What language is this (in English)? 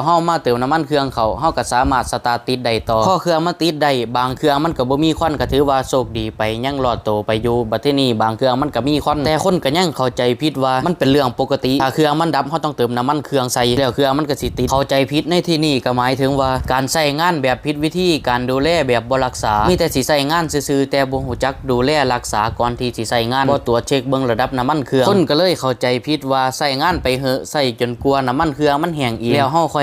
Lao